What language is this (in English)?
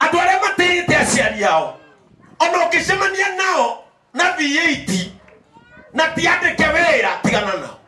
Kikuyu